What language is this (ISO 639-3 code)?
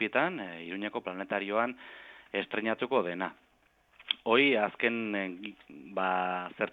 eus